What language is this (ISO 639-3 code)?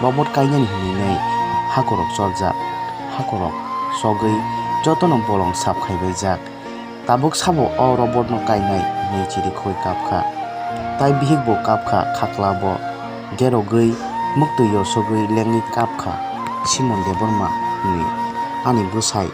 trp